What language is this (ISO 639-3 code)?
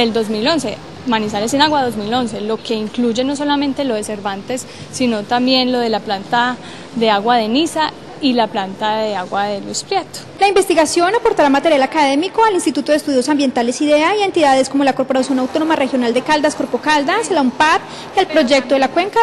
spa